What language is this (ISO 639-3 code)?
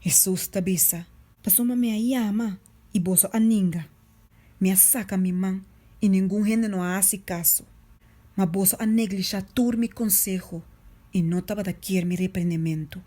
pap